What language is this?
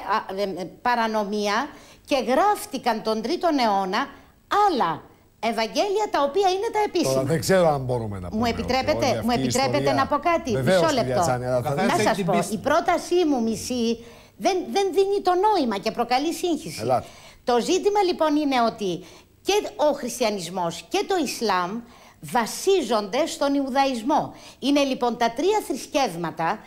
Greek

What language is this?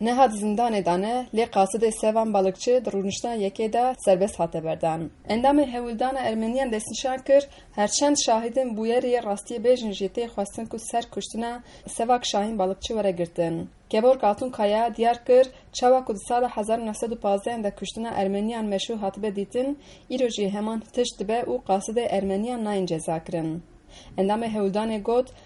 Kurdish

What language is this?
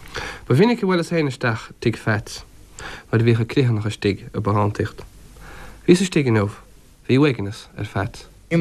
Irish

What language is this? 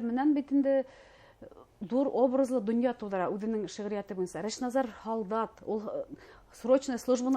Bashkir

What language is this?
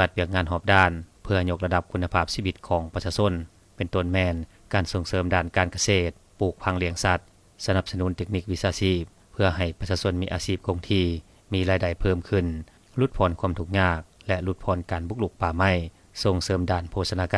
Lao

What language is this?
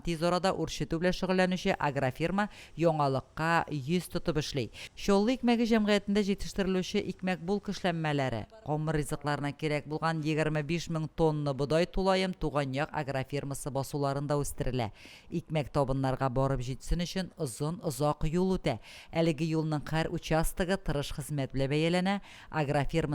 Tatar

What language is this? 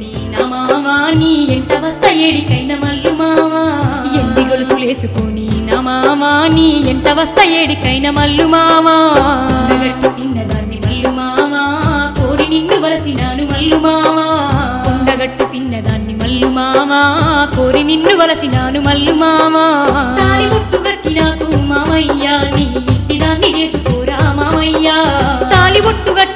Telugu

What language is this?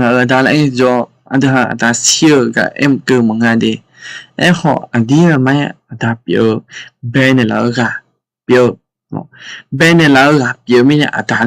Akha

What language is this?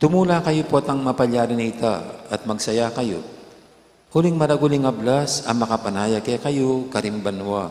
Pampanga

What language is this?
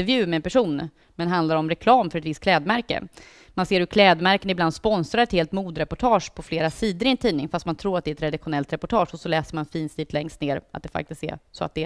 Swedish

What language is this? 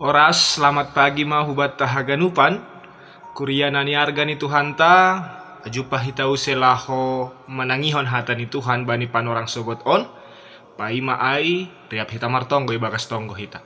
Batak Simalungun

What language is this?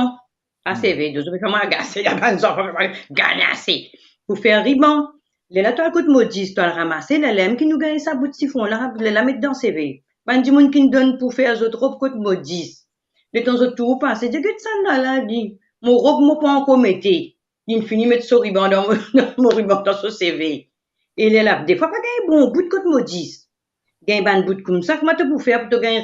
Morisyen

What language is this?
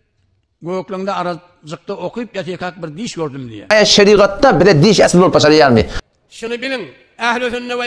Turkmen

